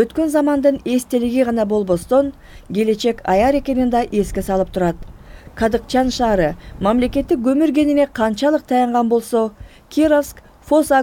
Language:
Kyrgyz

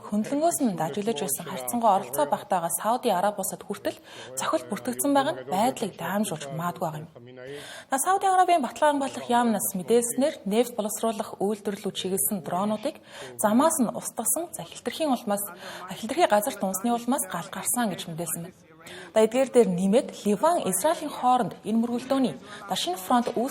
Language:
Mongolian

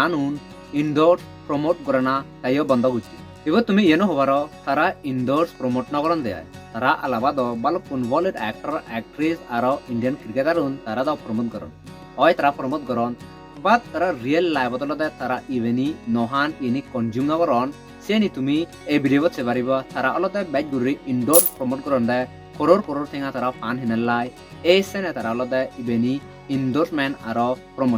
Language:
Chakma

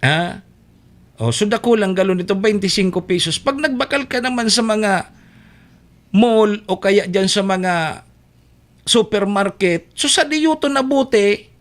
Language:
Bikol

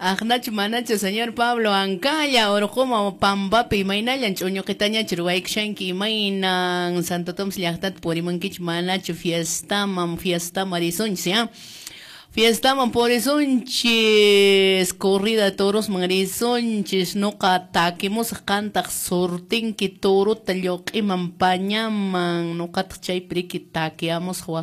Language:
Quechua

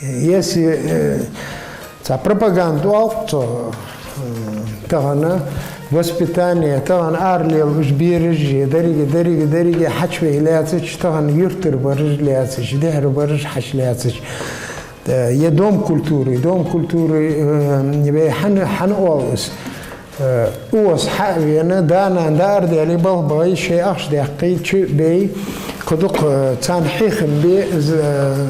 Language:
Ingush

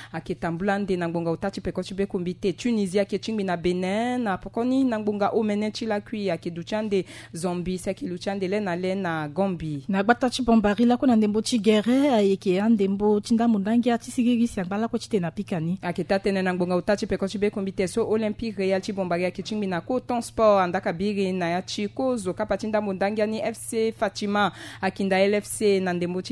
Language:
Sango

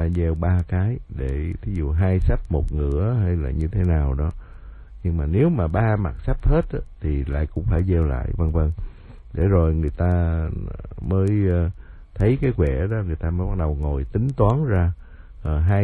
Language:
Vietnamese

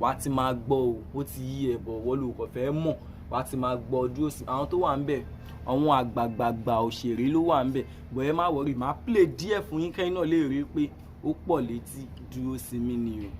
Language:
Yoruba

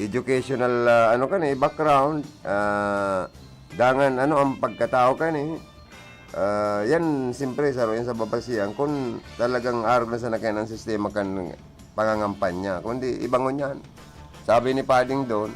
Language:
Bikol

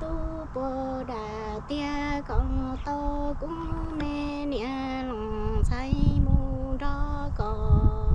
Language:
Hmong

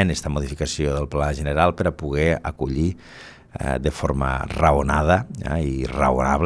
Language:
Catalan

